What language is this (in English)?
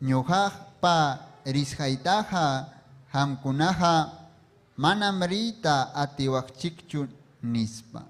Ayacucho Quechua